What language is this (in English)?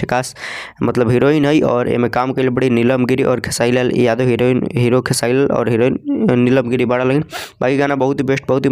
Bhojpuri